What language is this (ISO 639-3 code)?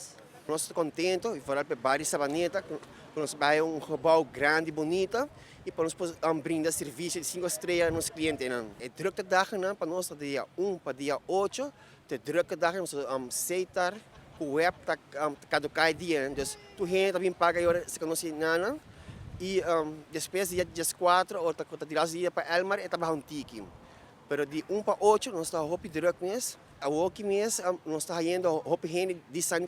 pap